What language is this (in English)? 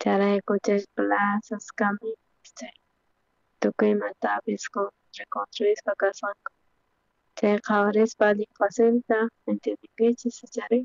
South Bolivian Quechua